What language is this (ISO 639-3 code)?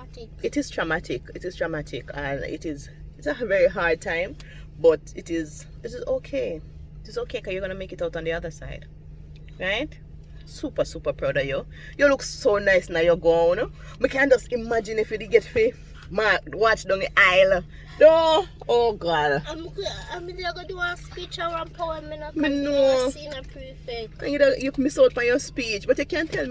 jam